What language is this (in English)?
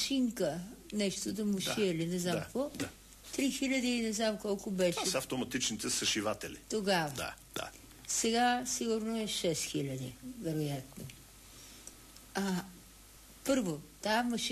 Bulgarian